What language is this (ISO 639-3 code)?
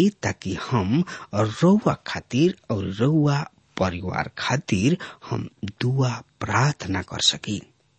bho